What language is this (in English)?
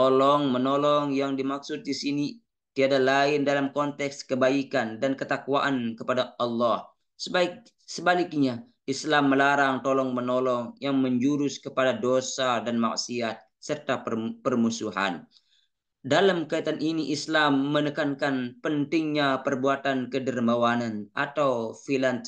Sasak